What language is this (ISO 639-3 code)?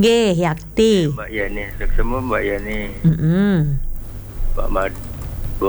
ban